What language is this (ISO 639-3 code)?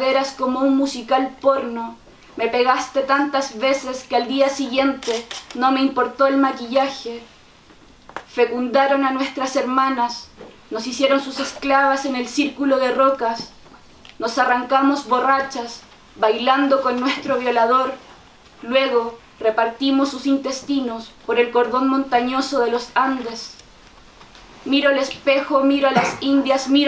spa